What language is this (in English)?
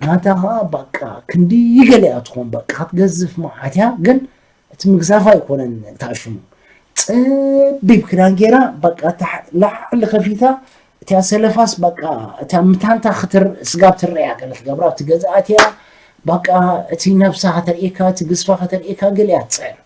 Tigrinya